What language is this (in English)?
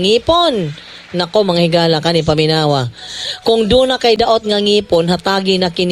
Cebuano